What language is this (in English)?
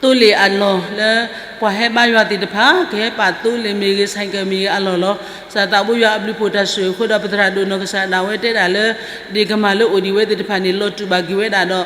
S'gaw Karen